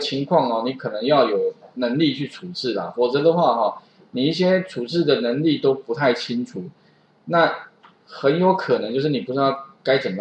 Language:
Chinese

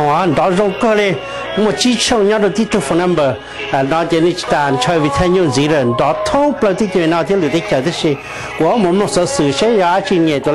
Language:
Hmong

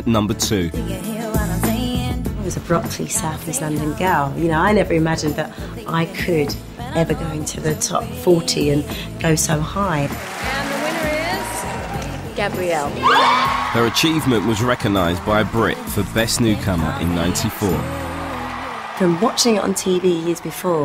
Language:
English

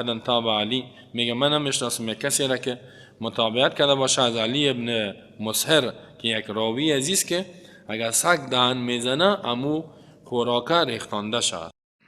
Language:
Persian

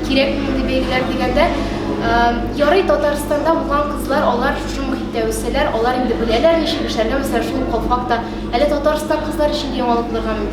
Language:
Tatar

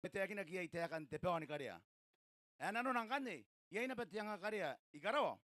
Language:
Gilbertese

